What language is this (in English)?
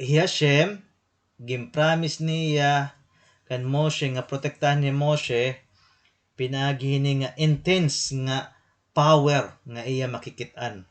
Waray